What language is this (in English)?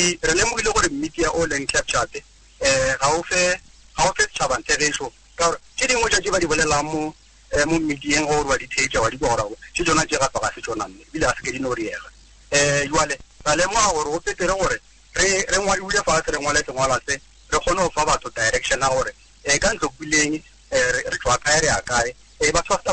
Northern Sotho